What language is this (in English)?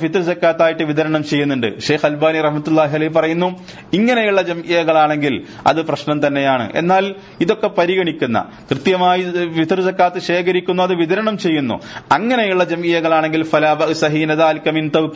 Malayalam